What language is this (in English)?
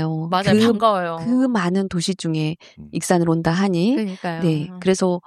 Korean